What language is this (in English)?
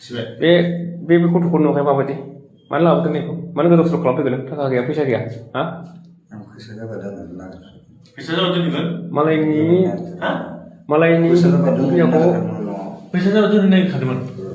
Bodo